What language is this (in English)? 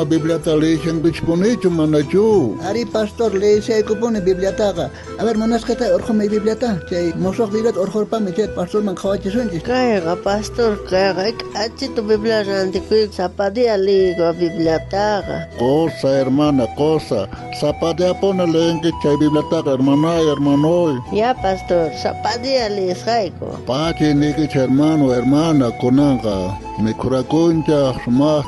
South Bolivian Quechua